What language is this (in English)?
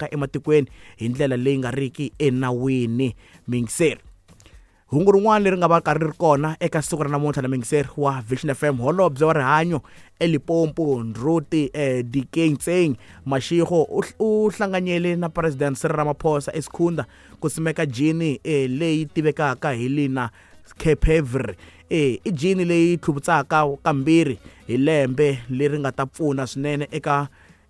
Tsonga